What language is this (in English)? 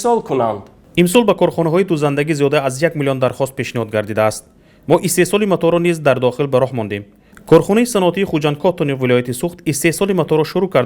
Tajik